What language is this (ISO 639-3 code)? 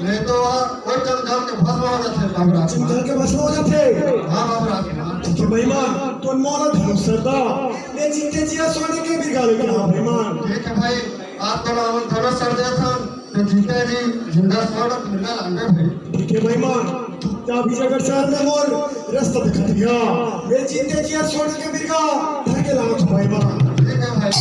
hne